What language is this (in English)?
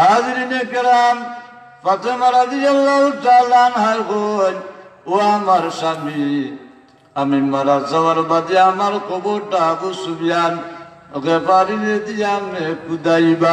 Sylheti